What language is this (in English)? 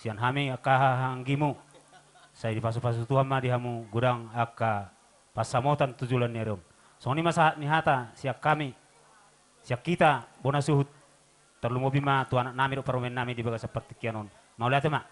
Batak Toba